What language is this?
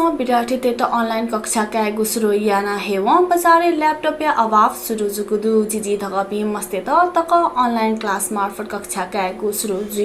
Newari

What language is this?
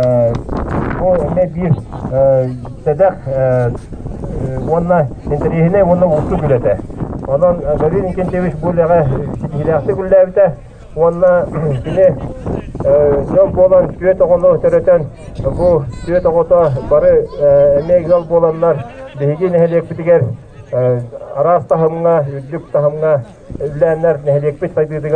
Yakut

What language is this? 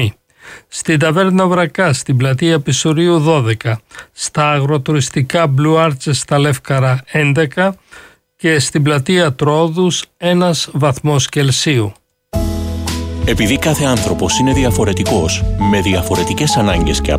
Greek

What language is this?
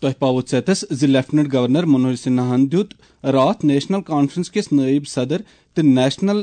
Kashmiri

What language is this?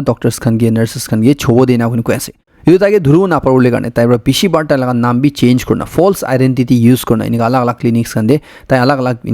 Naga Pidgin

